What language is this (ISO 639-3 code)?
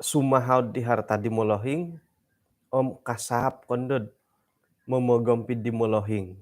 dtp